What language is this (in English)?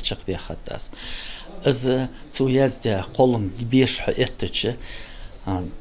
Ingush